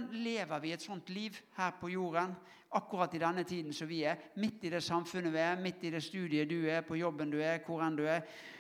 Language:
Norwegian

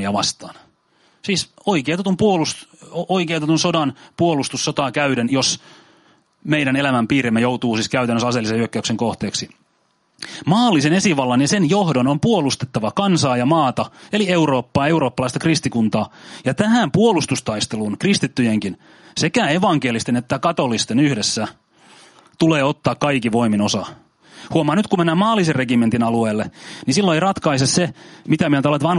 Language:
Finnish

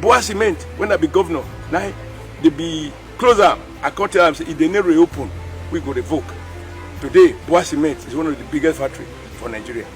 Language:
Nigerian Pidgin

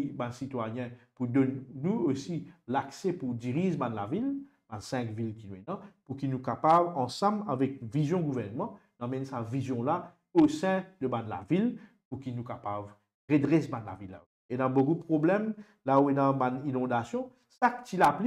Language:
Morisyen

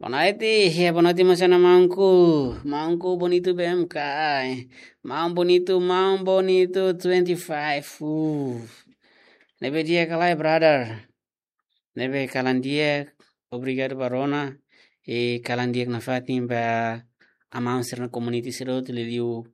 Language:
Tetum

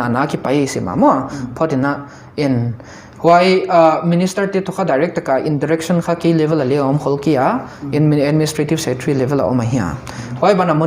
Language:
Paite Chin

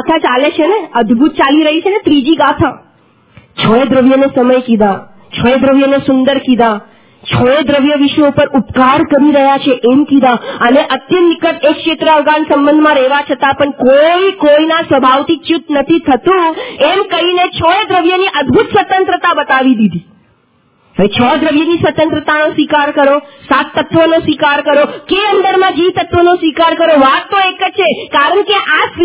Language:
Gujarati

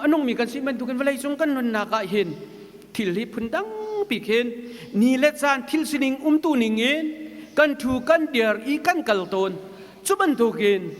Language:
Hakha Chin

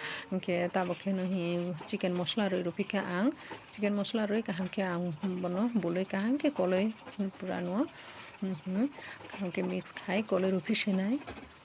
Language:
Kok Borok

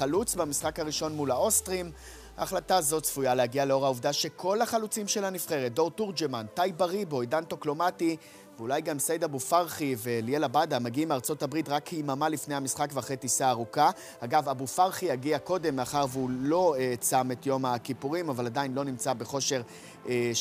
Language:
Hebrew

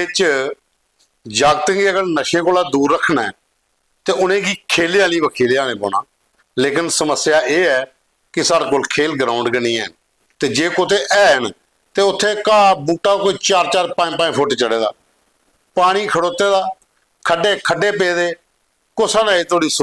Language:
Dogri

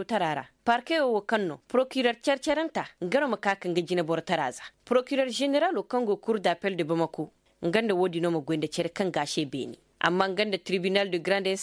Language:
Koyraboro Senni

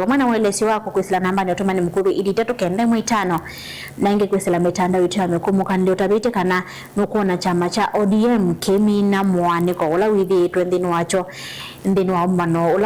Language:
Kamba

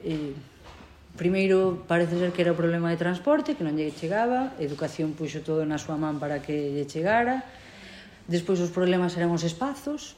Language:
Galician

